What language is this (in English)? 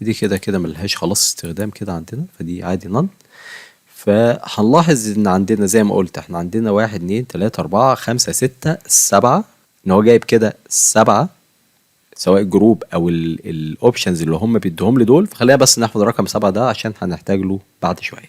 Egyptian Arabic